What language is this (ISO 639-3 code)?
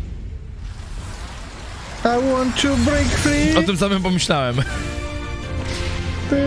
pol